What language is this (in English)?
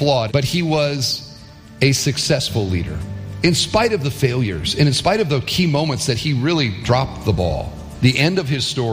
English